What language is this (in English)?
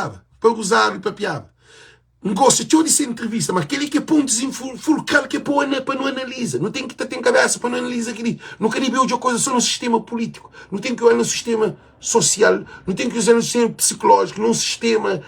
Kabuverdianu